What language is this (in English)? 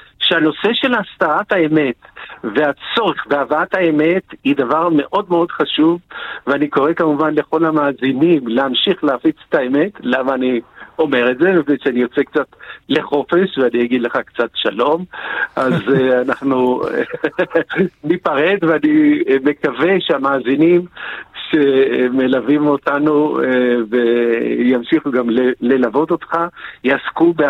Hebrew